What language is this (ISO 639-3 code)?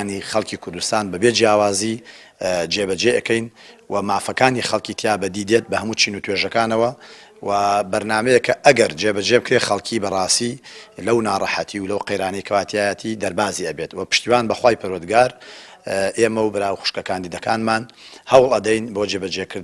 ckb